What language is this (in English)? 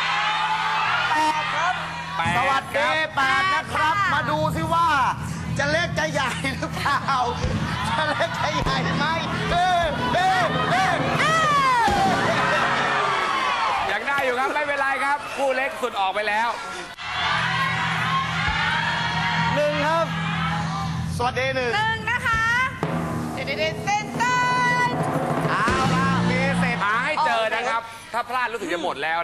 Thai